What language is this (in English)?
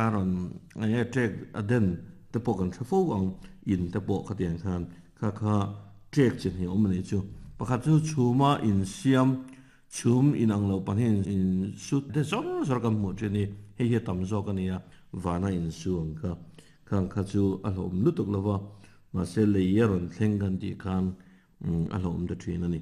Mizo